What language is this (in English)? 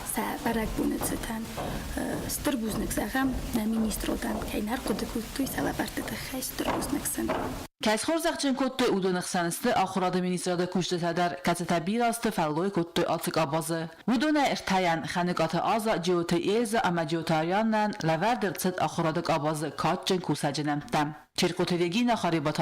Ossetic